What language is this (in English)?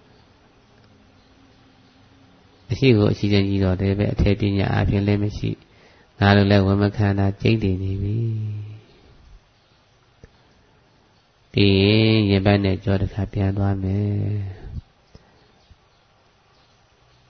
Burmese